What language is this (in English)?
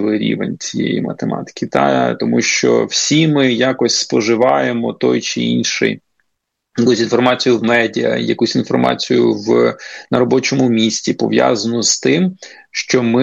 Ukrainian